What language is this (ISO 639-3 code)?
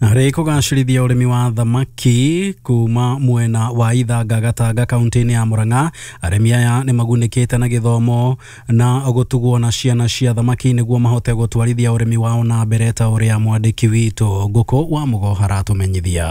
kik